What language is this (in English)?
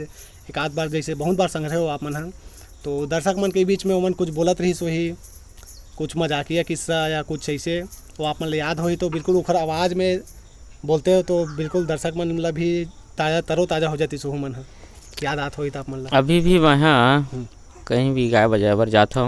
Chhattisgarhi